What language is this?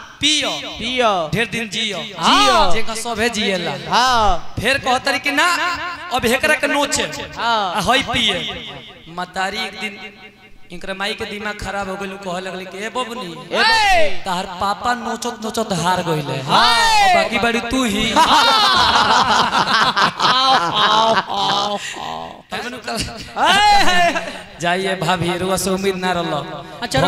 Bhojpuri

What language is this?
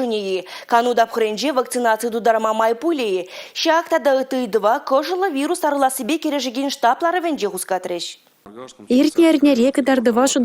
Chuvash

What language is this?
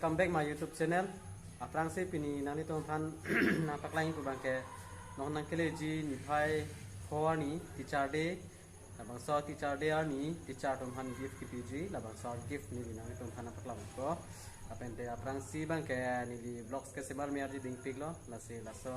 Karbi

